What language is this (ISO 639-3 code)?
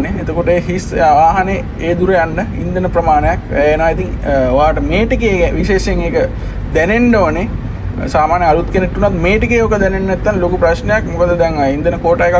sin